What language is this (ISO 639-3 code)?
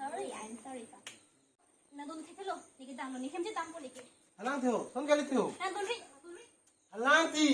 mjw